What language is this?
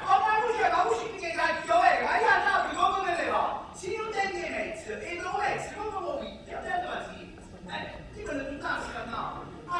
Neapolitan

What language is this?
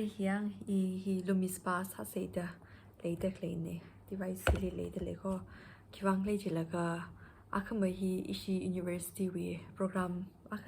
Tangkhul Naga (India)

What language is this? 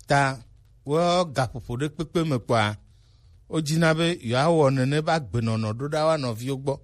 Gen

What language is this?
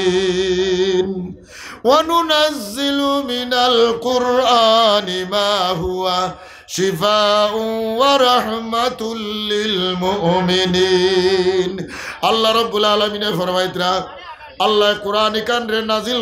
Sylheti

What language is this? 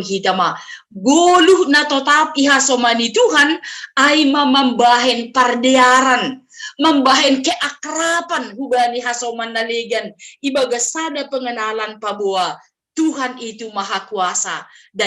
Batak Simalungun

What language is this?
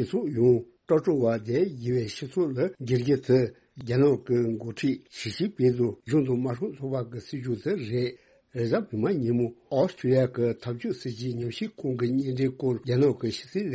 Tibetan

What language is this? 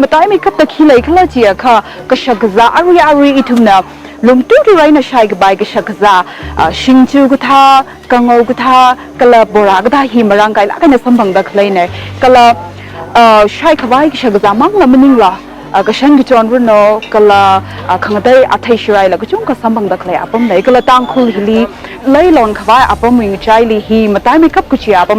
Tangkhul Naga (India)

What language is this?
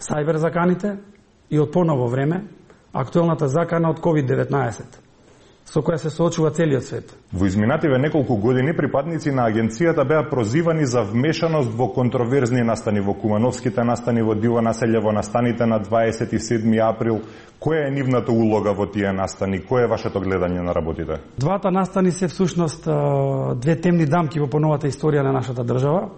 Macedonian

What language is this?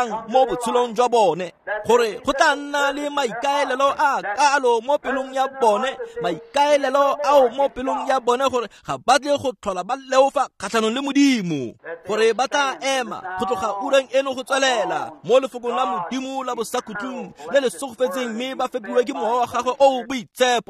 Tswana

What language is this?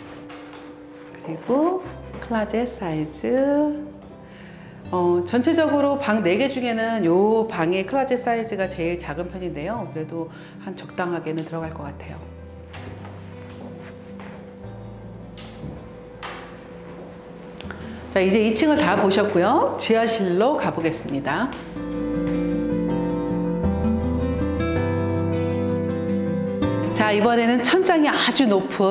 Korean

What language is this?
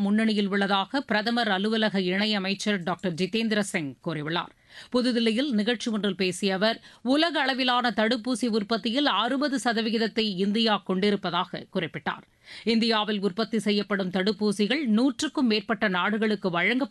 Tamil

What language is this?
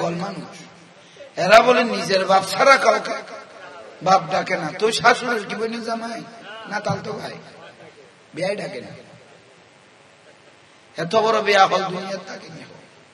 Bangla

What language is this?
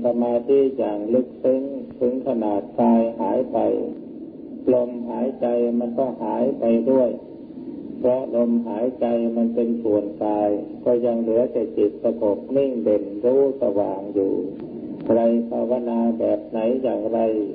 Thai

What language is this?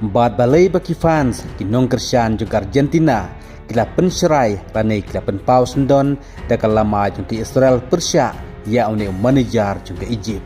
Khasi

